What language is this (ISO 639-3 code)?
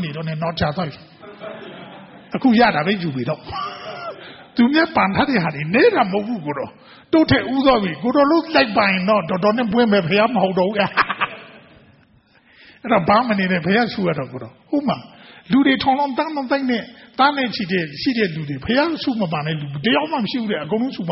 mya